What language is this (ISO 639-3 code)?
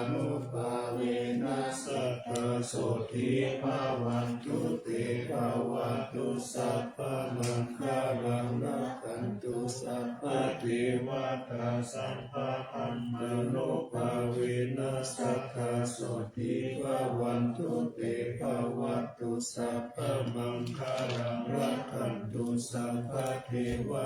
pli